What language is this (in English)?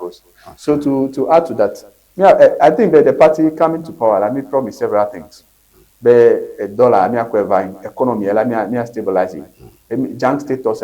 Ewe